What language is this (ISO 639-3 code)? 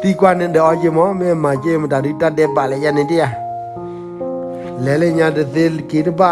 ksw